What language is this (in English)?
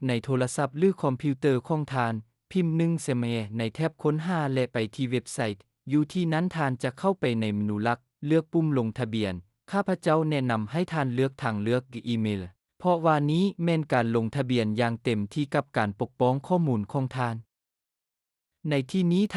Lao